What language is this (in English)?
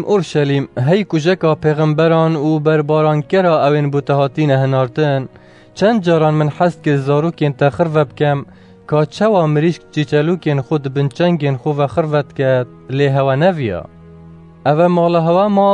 Kurdish